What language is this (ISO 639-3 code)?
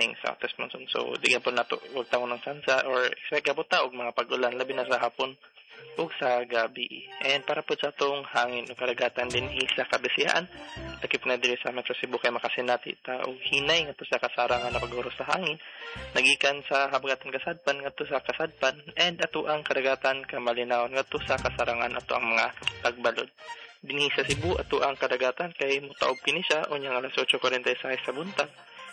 ceb